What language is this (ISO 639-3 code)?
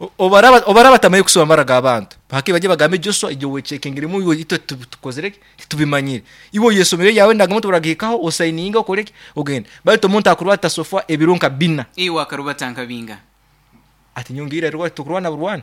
nyo